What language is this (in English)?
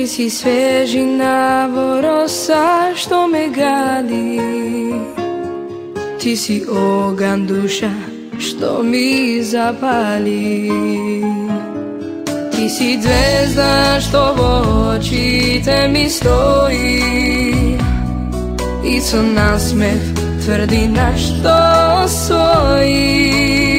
Macedonian